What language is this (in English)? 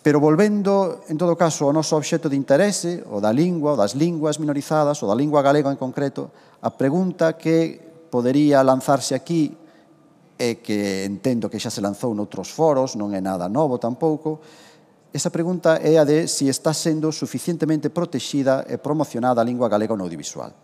Galician